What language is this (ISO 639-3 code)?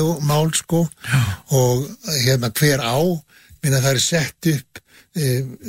isl